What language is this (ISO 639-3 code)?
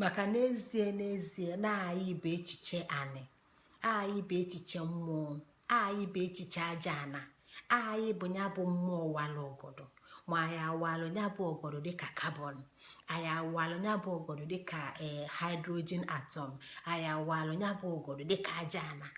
ibo